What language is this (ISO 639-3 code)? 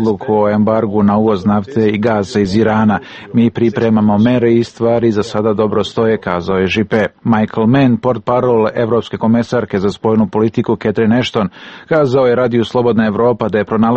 srp